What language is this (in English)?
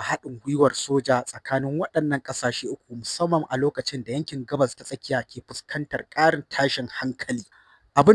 Hausa